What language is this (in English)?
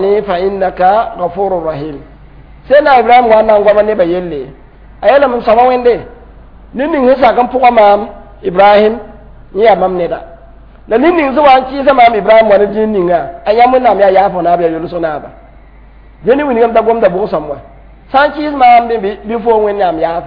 Mossi